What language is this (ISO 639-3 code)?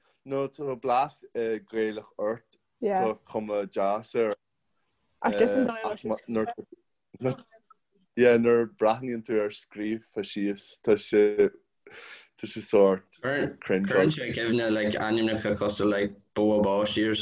gle